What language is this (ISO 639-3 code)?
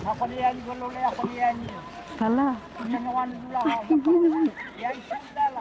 dhv